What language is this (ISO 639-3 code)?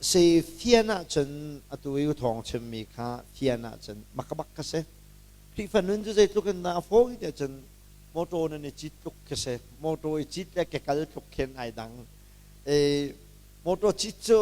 cnh